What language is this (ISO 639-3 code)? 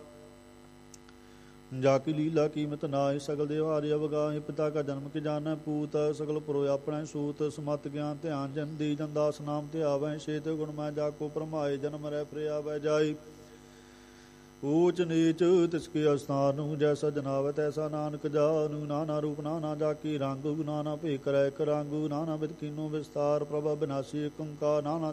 pan